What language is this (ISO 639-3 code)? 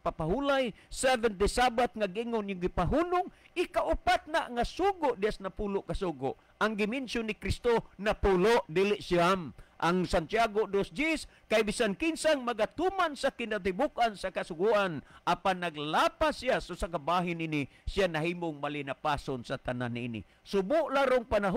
ceb